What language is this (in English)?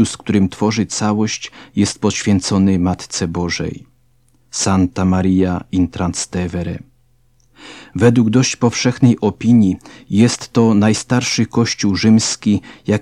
Polish